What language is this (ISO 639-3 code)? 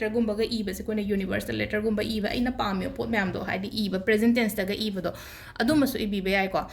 mni